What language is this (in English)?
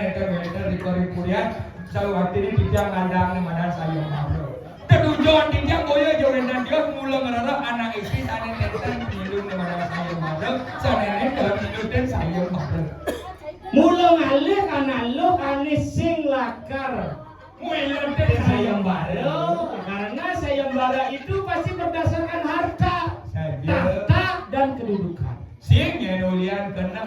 Balinese